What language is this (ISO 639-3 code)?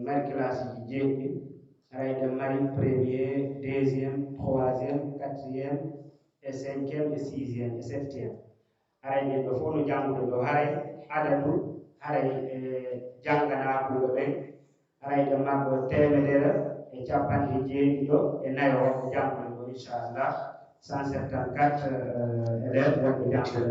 fuf